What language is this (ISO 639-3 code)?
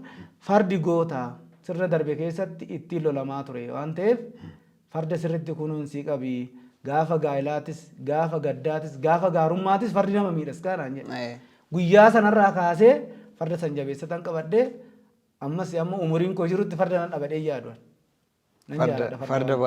orm